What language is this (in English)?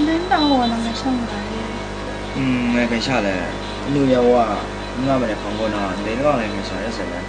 Kachin